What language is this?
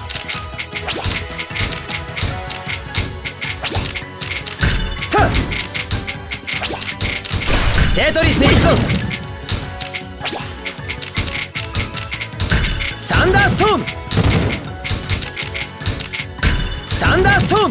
Korean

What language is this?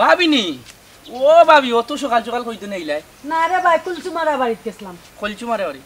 Sylheti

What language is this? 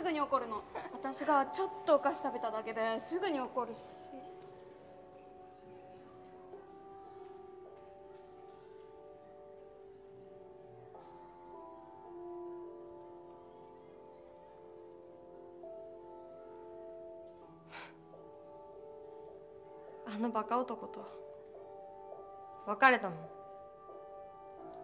Japanese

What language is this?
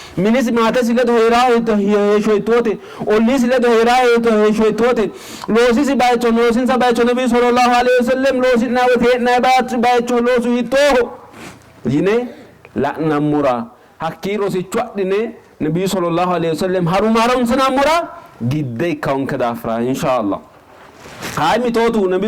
Sidamo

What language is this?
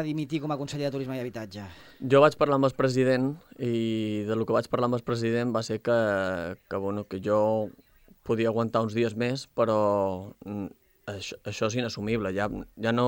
Catalan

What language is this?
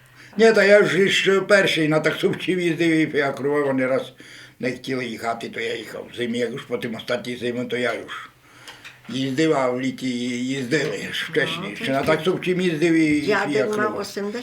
Rusyn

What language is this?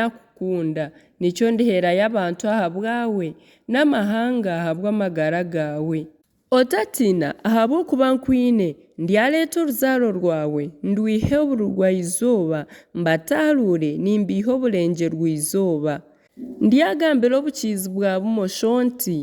Nyankole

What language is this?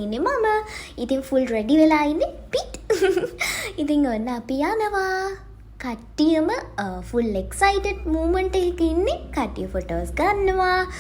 Sinhala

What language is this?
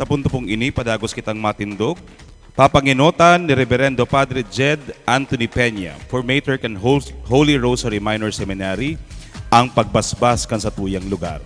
Bikol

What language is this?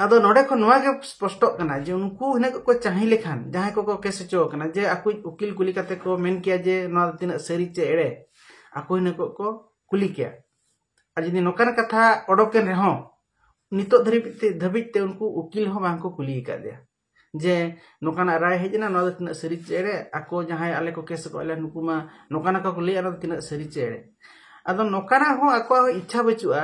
Santali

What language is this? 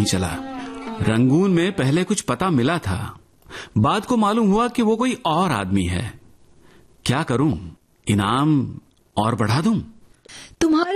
Hindi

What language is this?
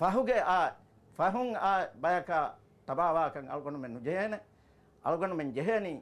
Divehi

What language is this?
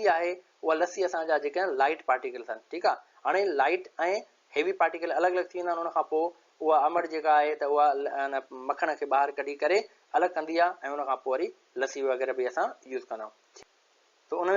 Sindhi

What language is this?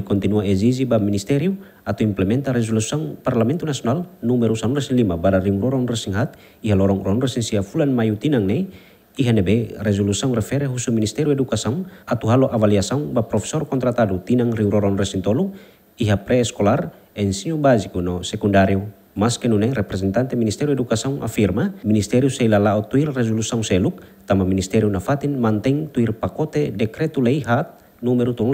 Tetum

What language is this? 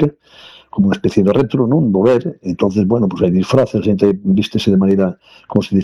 Galician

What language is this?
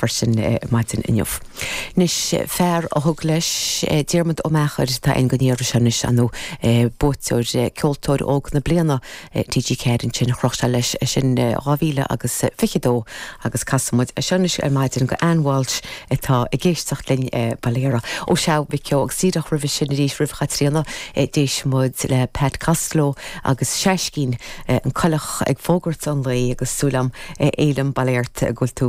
Irish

